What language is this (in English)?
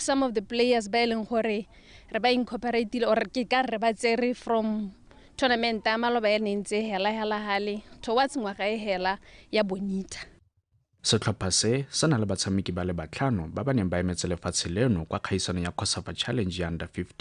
Tswana